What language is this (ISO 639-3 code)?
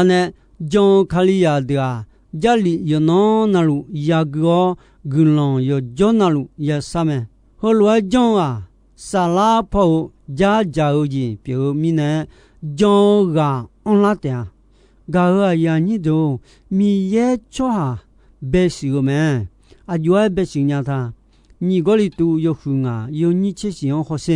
ahk